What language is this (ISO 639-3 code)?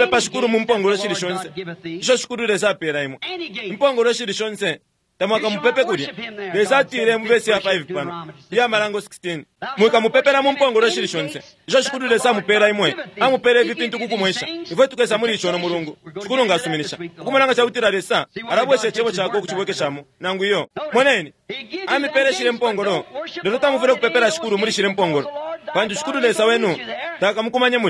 bem